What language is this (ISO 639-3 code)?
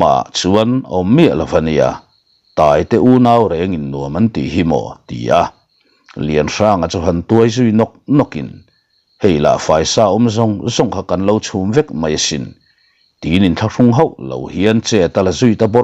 lus